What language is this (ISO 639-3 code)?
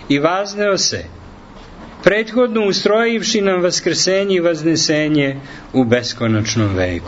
srp